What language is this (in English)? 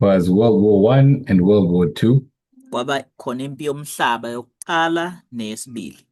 Zulu